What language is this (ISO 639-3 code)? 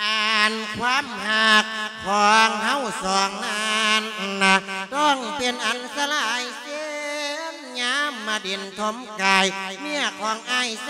lao